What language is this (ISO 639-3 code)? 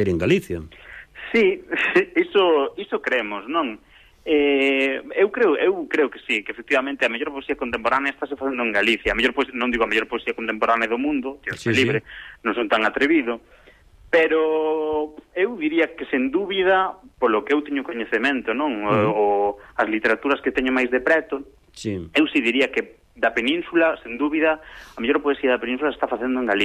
glg